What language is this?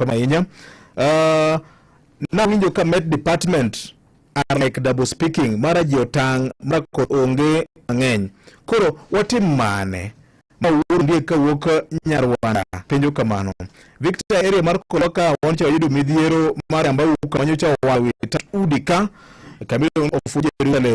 Luo (Kenya and Tanzania)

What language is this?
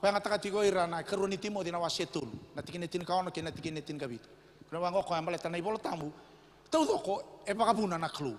Fijian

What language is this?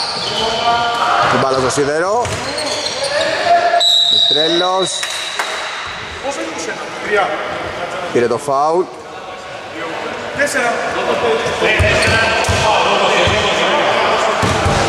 Greek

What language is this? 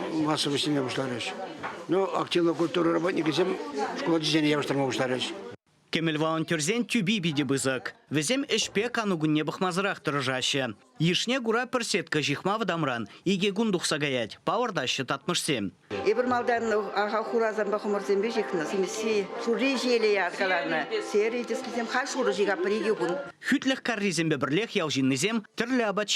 Chuvash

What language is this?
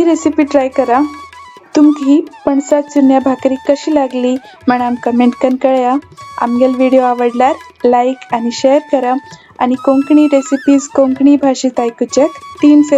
Konkani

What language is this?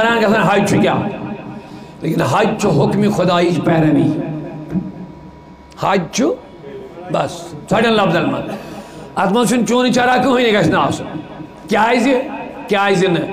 Kashmiri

